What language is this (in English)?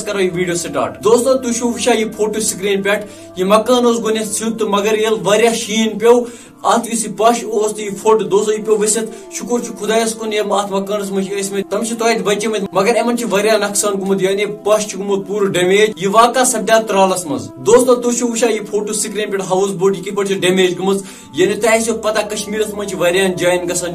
Kashmiri